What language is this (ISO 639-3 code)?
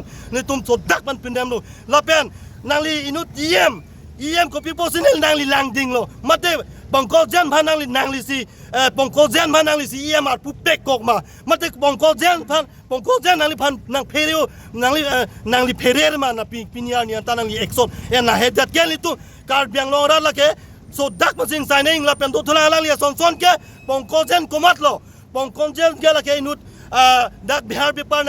mjw